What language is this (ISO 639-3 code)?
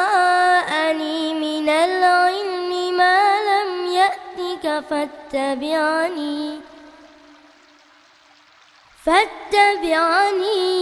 ara